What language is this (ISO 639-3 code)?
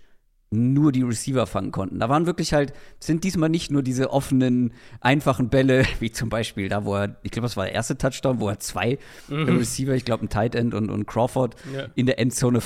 deu